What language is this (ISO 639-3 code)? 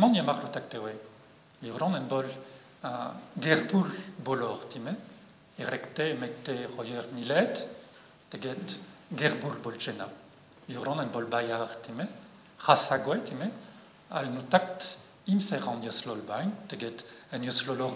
bre